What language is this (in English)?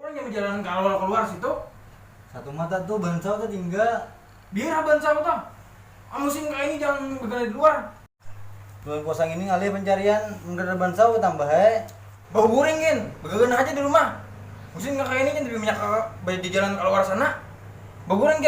Banjar